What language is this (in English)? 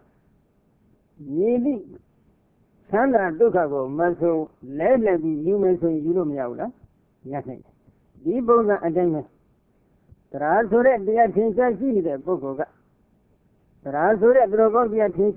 Burmese